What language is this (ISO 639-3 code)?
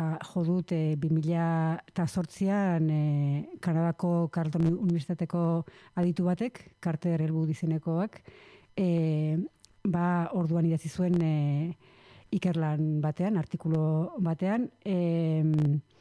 eus